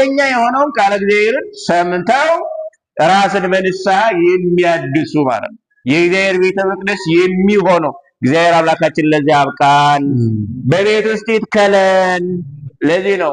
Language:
Amharic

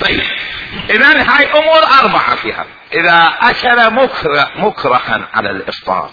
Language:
Mesopotamian Arabic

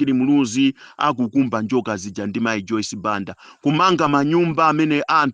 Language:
Nyanja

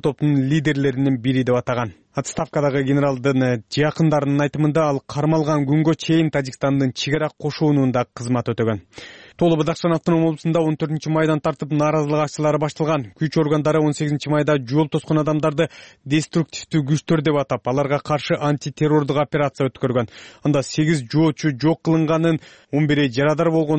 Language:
Kyrgyz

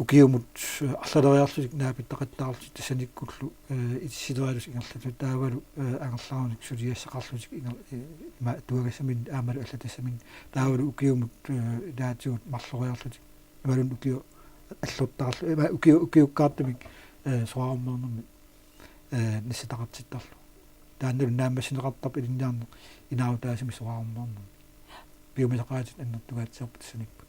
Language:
Kalaallisut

